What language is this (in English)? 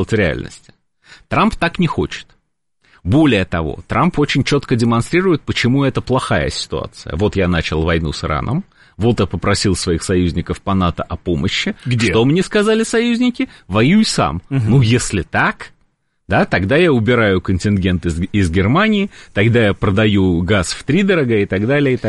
Russian